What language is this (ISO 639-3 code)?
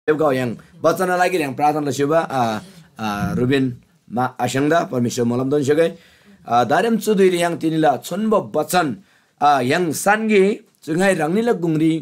taj